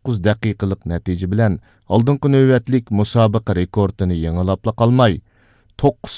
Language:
Uyghur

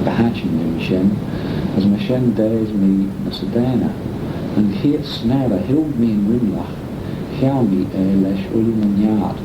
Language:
Manx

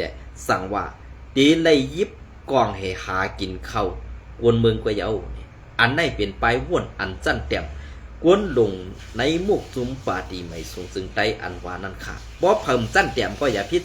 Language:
Shan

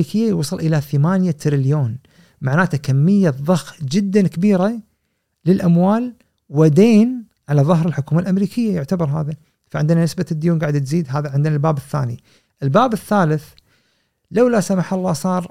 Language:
Gulf Arabic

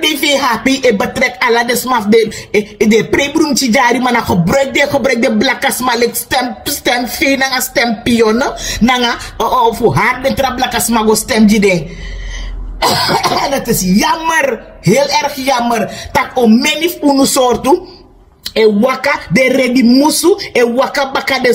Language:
Sranan Tongo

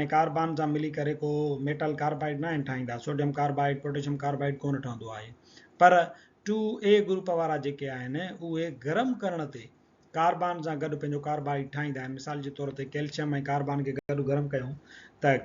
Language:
Sindhi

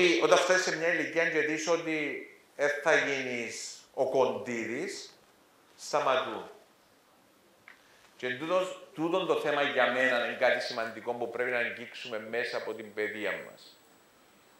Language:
Greek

